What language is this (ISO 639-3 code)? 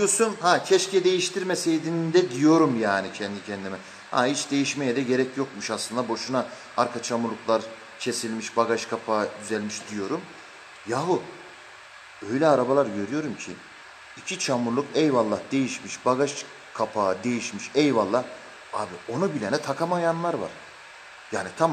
tur